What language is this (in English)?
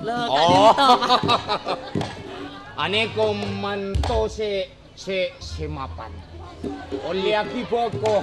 Madurese